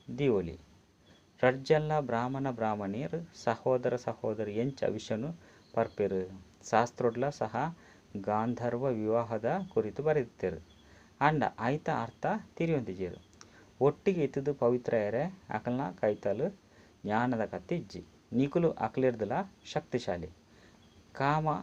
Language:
Tulu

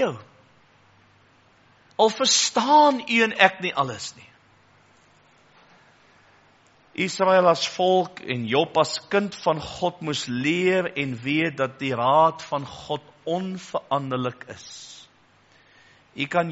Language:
Afrikaans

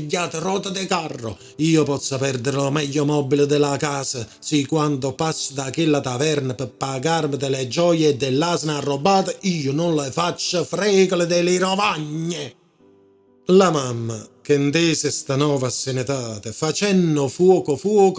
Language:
Neapolitan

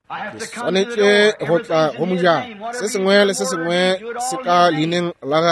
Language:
Northern Sotho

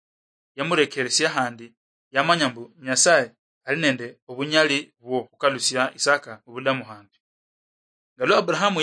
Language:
Luyia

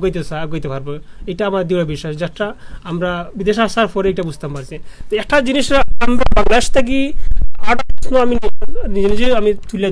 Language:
Sylheti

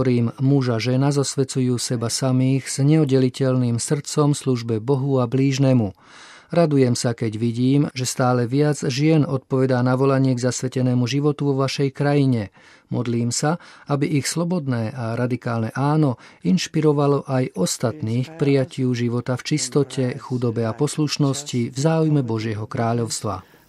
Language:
Slovak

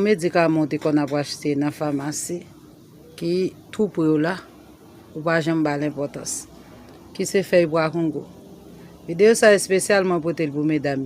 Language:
Haitian Creole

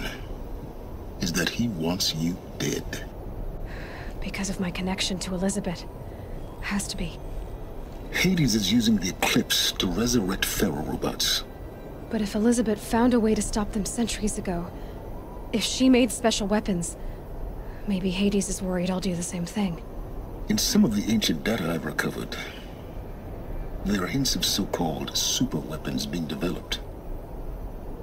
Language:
English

